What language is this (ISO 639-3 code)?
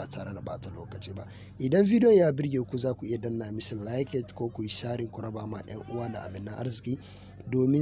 hau